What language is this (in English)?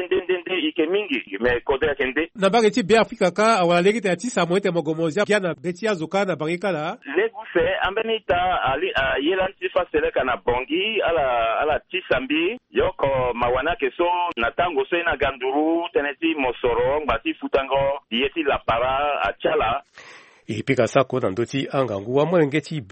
Sango